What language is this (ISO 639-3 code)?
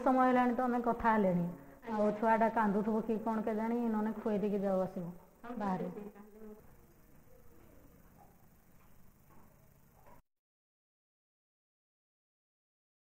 ori